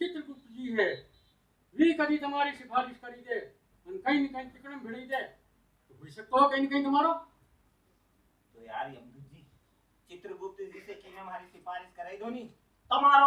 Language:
Rajasthani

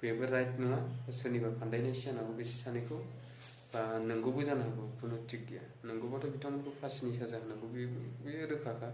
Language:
Bodo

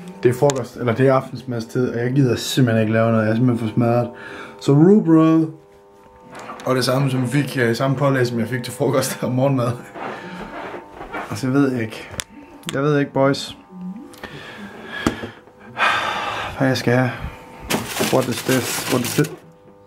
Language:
Danish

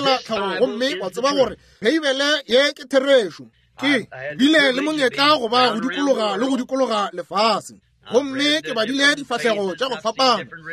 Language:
Northern Sotho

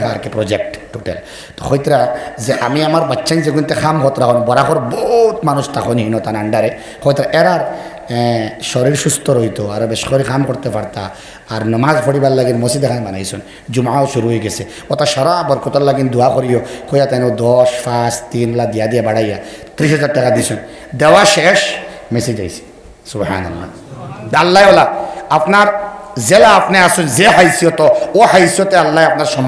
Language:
Sylheti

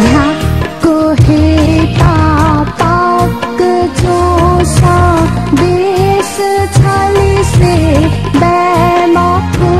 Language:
Newari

